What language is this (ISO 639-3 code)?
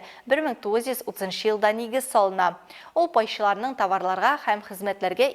tat